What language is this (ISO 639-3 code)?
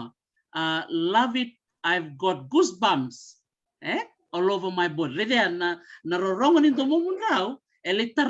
fij